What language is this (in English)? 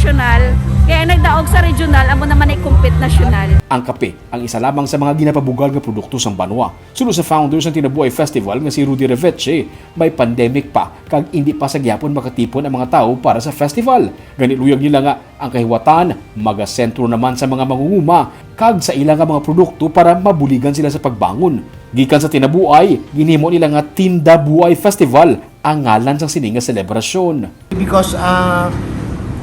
Hiligaynon